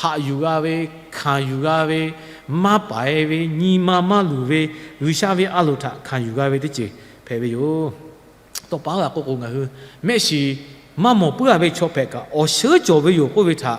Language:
Lahu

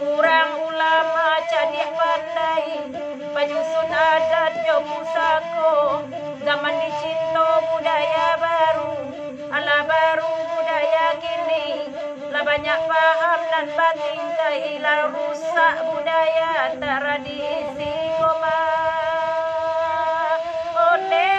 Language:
Minangkabau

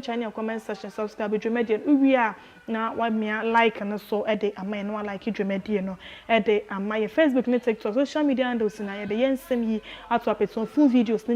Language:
Akan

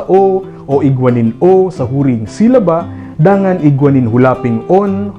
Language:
Bikol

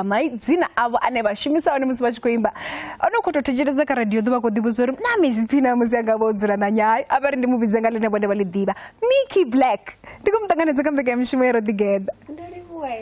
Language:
Venda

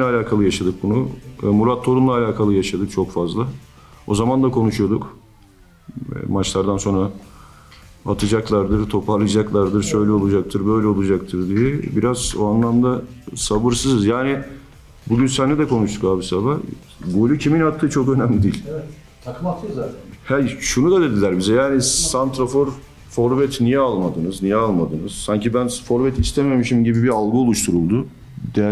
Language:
Turkish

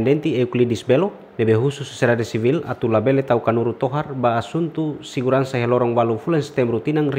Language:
Tetum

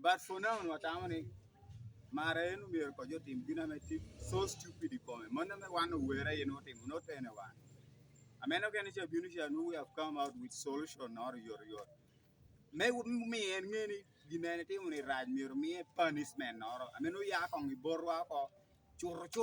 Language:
Acoli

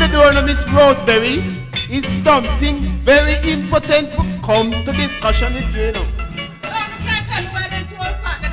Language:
Jamaican Creole English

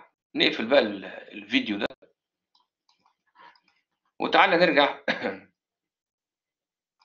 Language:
Egyptian Arabic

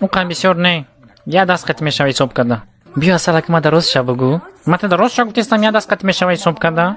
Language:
Tajik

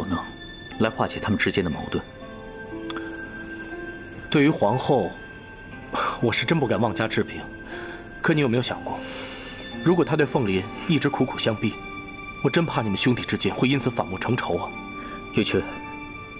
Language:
Chinese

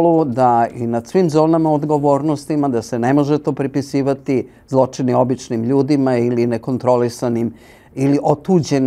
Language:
Croatian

